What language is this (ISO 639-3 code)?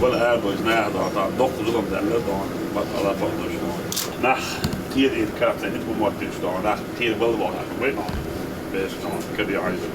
che